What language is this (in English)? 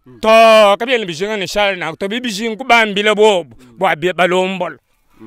Luba-Lulua